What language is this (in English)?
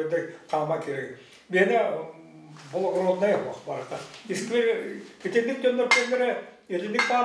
Yakut